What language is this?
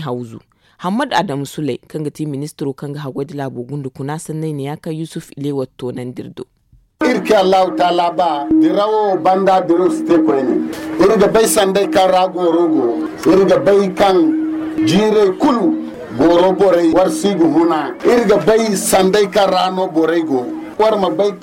Zarma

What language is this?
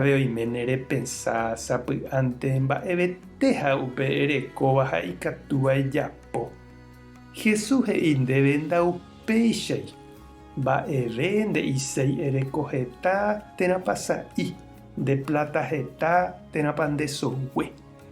Guarani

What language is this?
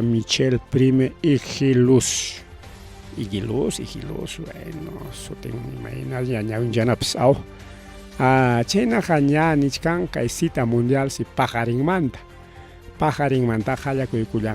Ayacucho Quechua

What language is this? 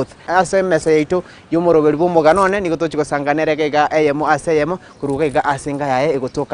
Gusii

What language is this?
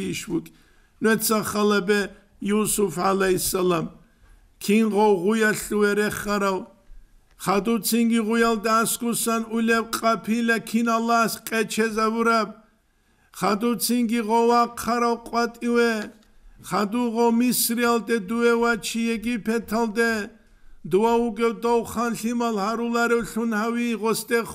Avaric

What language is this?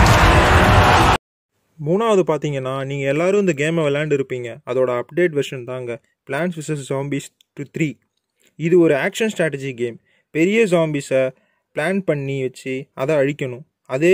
Tamil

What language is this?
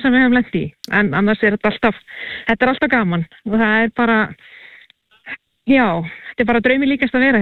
Icelandic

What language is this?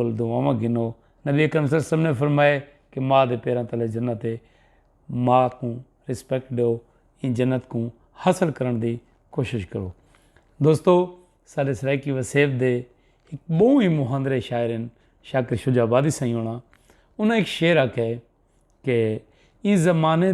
Saraiki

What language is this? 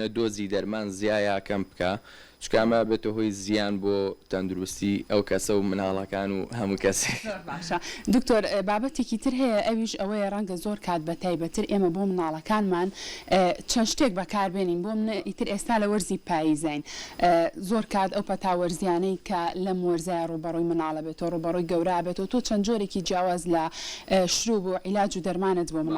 Central Kurdish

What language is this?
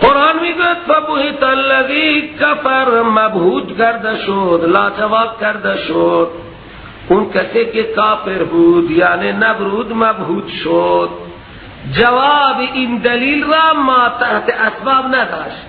Persian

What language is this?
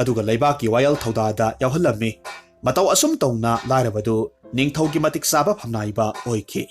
Manipuri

